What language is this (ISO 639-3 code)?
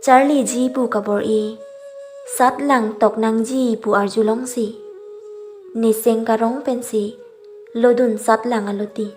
mjw